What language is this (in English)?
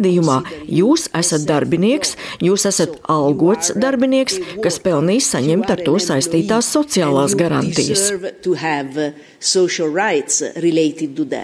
Latvian